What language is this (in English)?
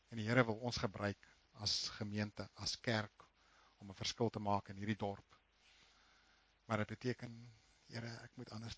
Afrikaans